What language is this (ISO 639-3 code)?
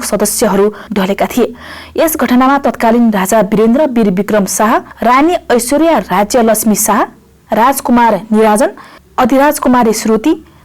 nep